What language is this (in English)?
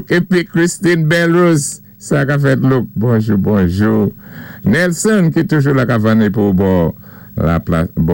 Saint Lucian Creole French